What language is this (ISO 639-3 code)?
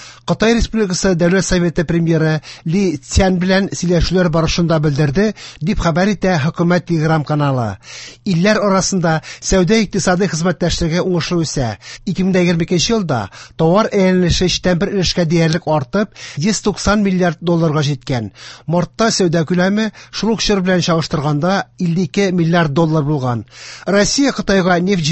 tat